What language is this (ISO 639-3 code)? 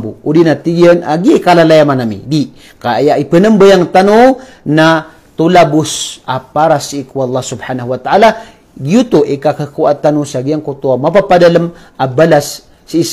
mrw